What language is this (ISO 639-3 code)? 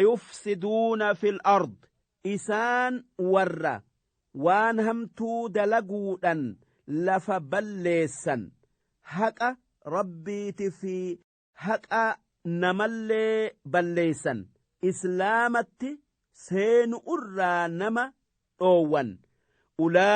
orm